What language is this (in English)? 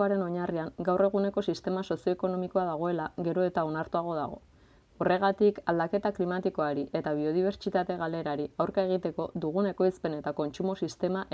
Basque